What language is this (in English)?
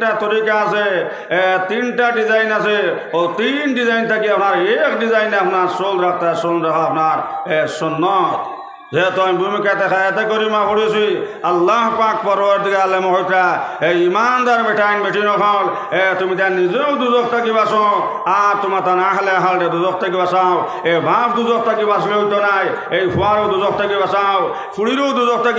Sylheti